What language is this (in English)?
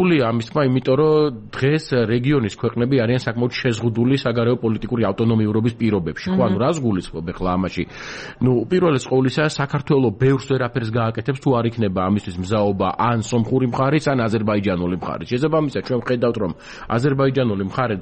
Georgian